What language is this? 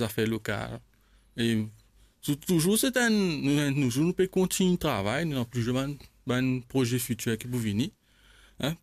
Morisyen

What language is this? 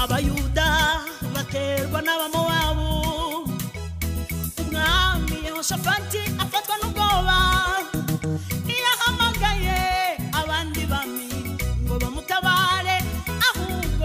Kinyarwanda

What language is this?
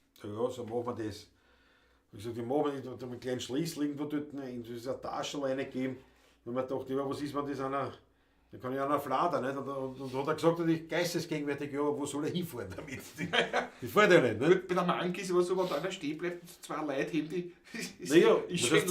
Bavarian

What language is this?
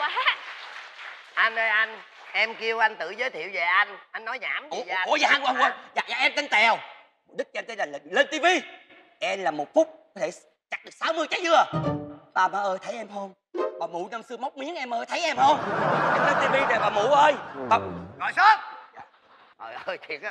Vietnamese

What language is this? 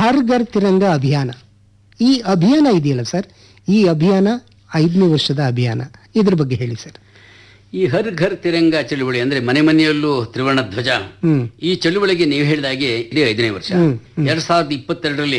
Kannada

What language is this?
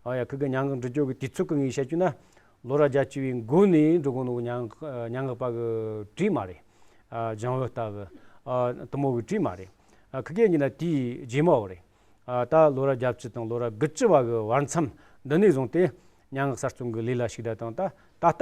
Amdo Tibetan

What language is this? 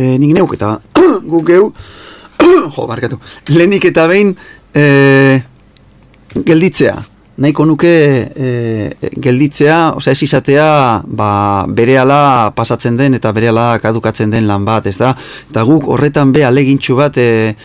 Basque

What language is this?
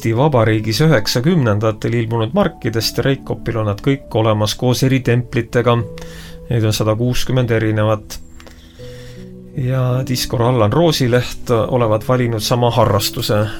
Estonian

